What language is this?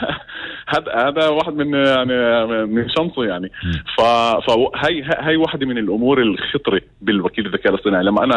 North Levantine Arabic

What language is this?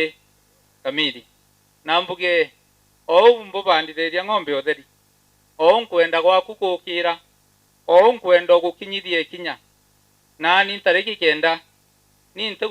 Meru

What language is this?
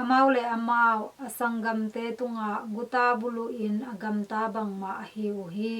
Tedim Chin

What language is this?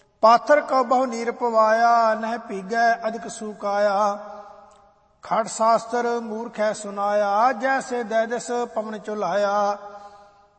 Punjabi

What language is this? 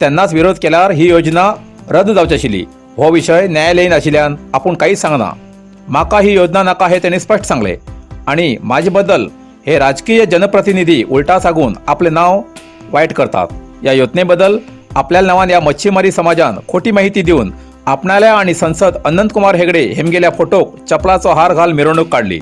Konkani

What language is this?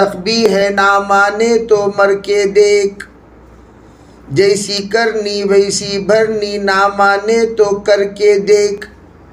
Urdu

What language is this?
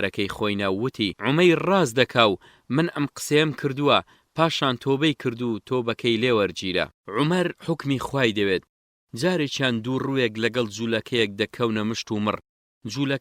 Central Kurdish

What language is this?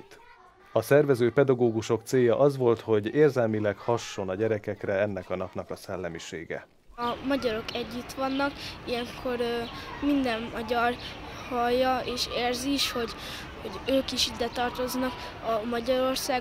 Hungarian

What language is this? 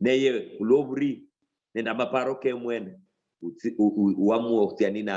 Luyia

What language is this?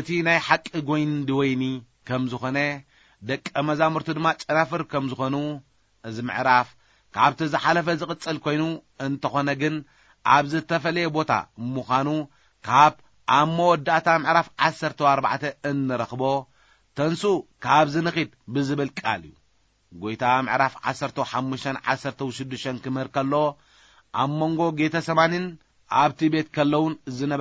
Tigrinya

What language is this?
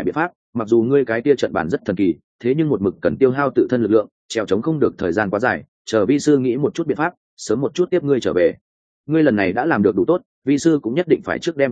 Vietnamese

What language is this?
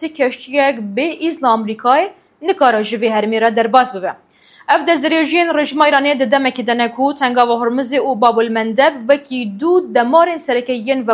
Kurdish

